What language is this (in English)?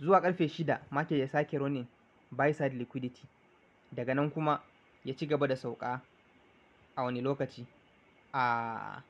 Hausa